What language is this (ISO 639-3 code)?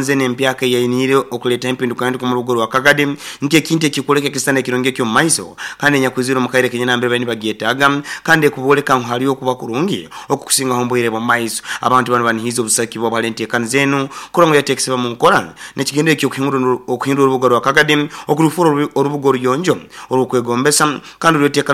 nyo